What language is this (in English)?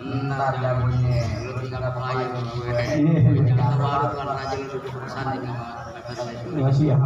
Betawi